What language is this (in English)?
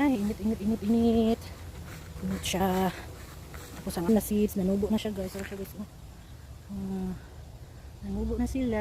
Cebuano